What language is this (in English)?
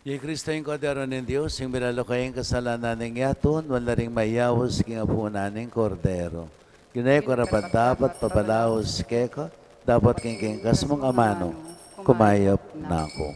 Pampanga